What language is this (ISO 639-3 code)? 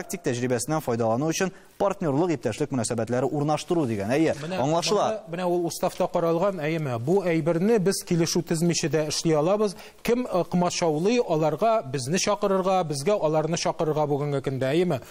tat